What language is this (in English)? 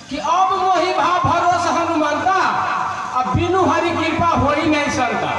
Maithili